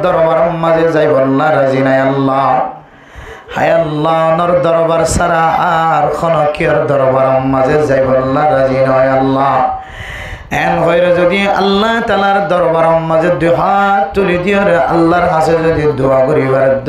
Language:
Rohingya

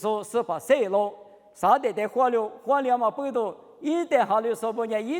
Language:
Lisu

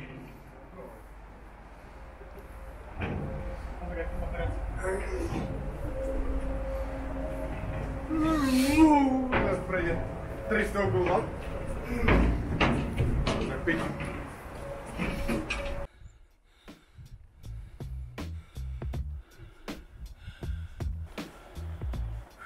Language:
Slovak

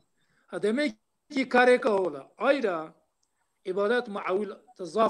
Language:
Zaza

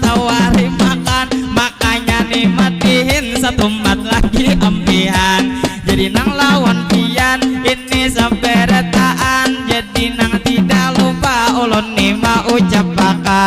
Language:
Banjar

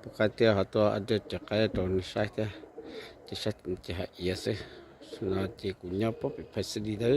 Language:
Hmong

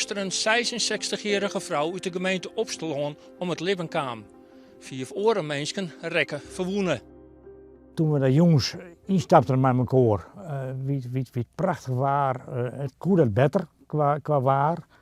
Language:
Western Frisian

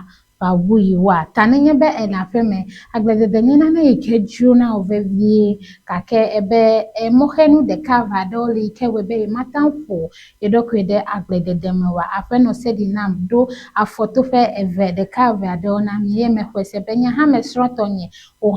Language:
Ewe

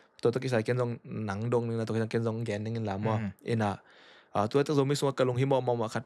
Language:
Tedim Chin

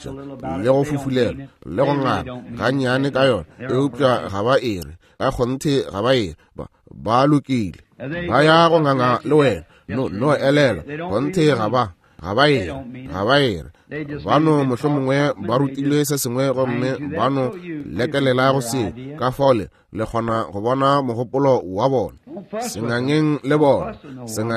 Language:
Northern Sotho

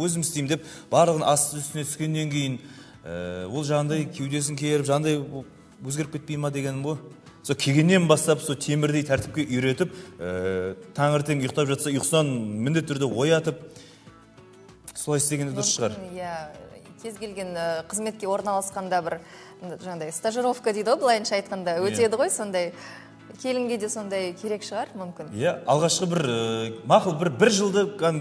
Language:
Kazakh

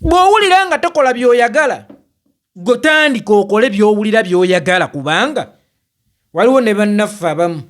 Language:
Ganda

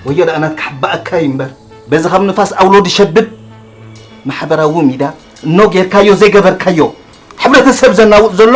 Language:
Tigrinya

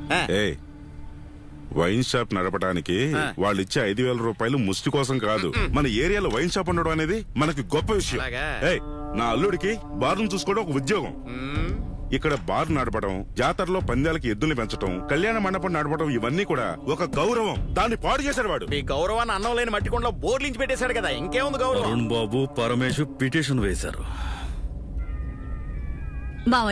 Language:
Telugu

